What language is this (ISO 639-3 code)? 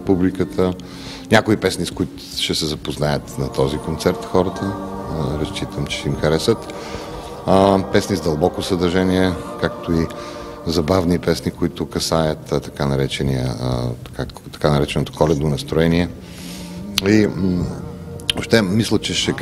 bul